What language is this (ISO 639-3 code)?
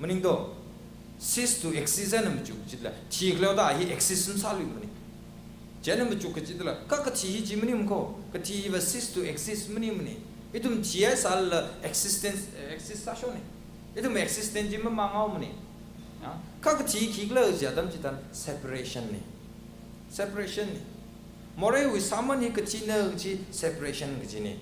nmf